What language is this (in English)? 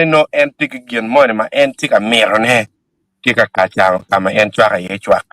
Acoli